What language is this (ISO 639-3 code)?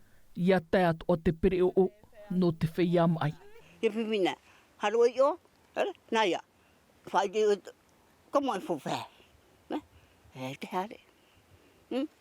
tah